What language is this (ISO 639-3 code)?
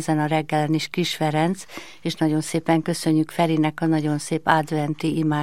hun